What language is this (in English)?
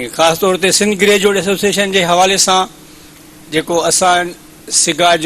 Sindhi